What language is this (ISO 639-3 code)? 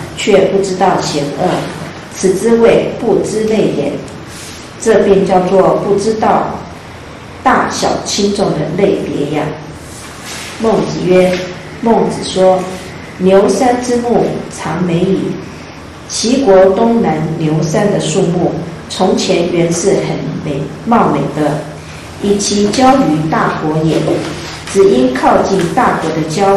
zho